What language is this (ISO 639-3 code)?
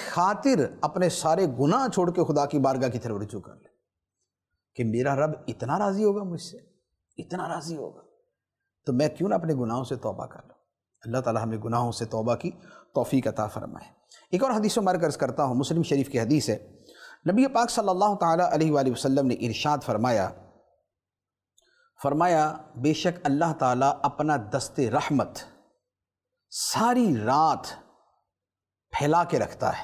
urd